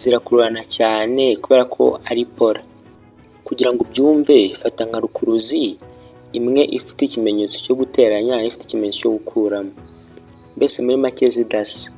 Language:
Kinyarwanda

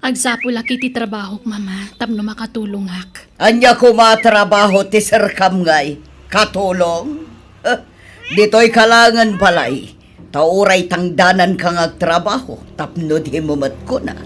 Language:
Iloko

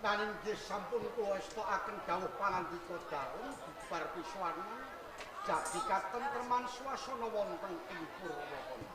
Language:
Javanese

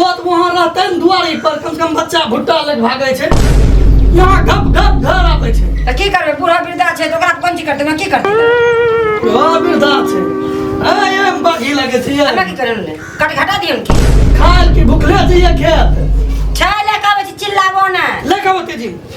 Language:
Maithili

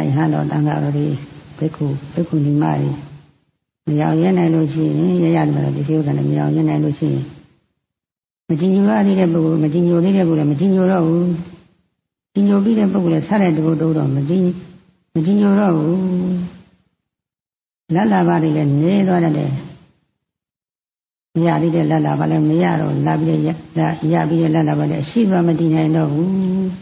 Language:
Burmese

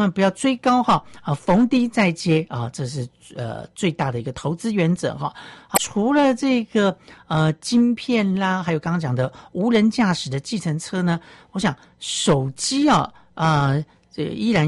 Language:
Chinese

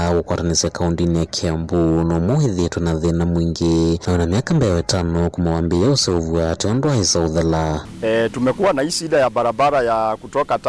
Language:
Kamba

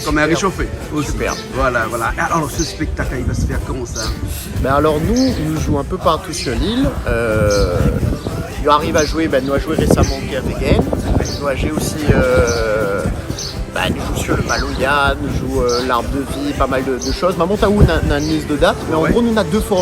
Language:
Réunion Creole French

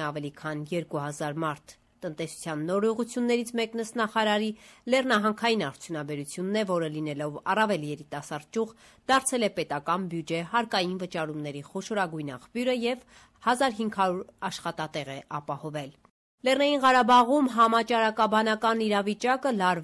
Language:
Armenian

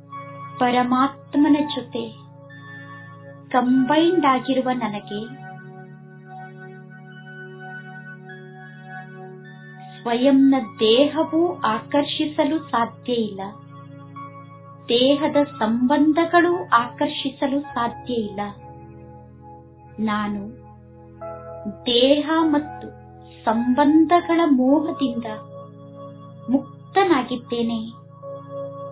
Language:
Kannada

